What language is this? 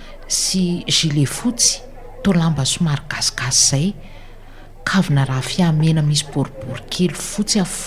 Malagasy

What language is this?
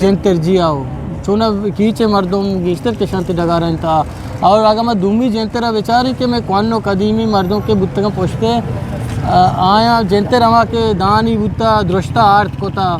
Eastern Balochi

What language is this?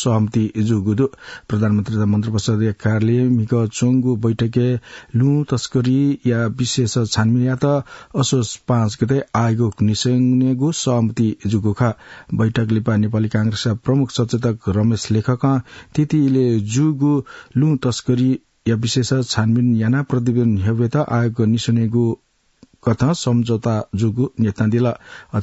Newari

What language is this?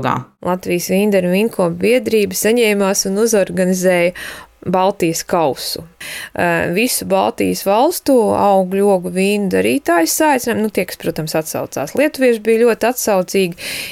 Latvian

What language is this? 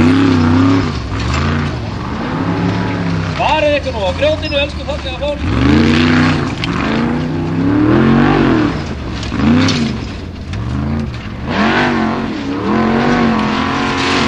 Icelandic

